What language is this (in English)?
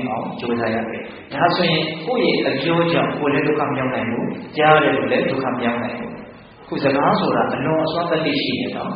Burmese